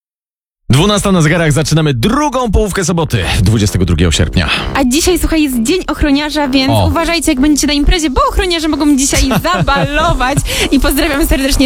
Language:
Polish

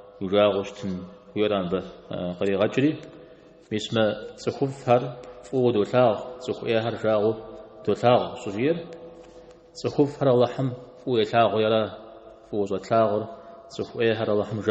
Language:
Kabardian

